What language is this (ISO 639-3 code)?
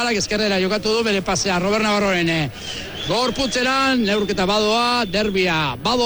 eus